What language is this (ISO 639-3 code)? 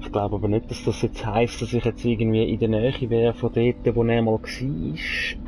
gsw